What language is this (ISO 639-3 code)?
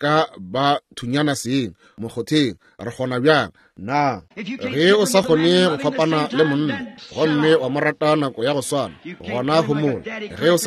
nso